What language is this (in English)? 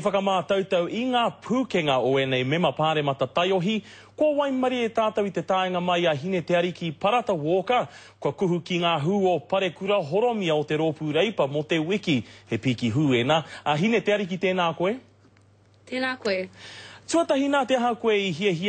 Māori